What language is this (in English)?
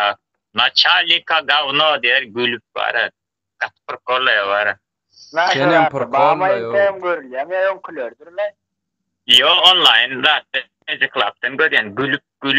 Turkmen